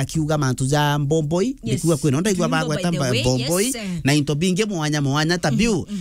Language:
Meru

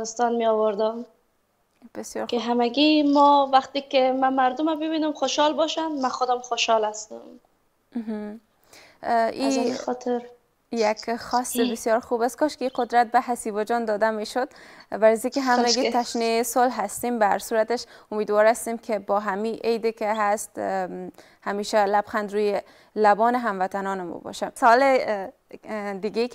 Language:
Persian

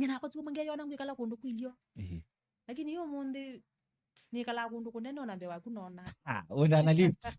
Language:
Kamba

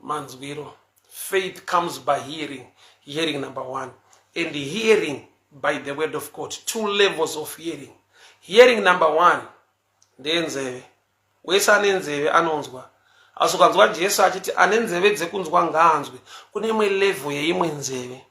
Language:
Shona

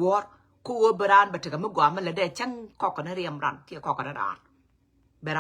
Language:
Nuer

